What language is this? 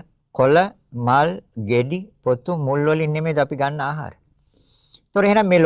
Sinhala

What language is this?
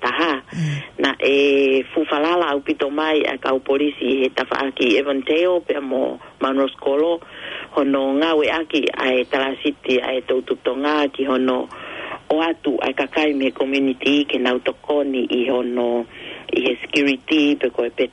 Tongan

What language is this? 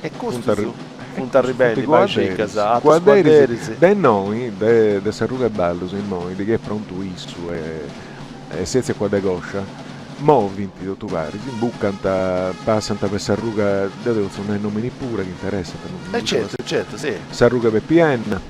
Sardinian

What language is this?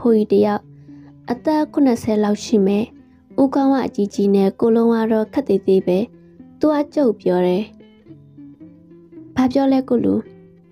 Burmese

